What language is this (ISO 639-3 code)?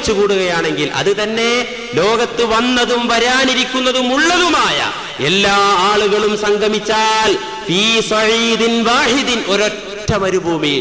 mal